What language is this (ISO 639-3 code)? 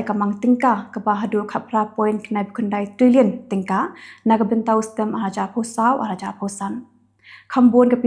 kha